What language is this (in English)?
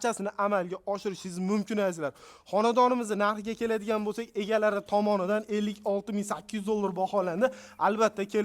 Uzbek